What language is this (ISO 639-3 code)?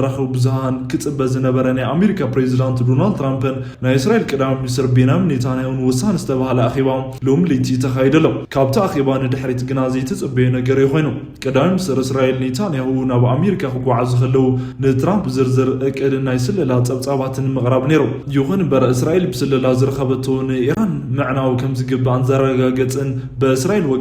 tir